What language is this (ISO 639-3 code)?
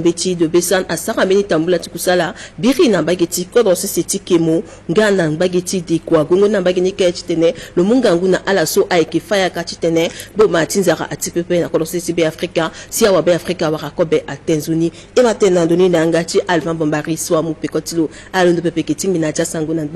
sag